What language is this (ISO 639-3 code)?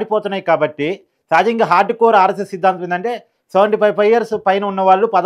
tel